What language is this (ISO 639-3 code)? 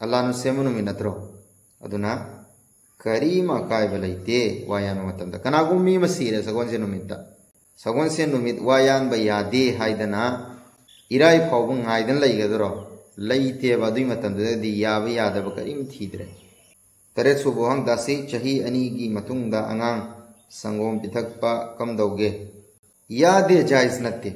mni